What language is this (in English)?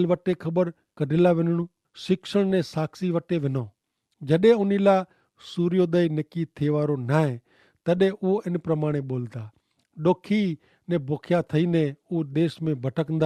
Kachhi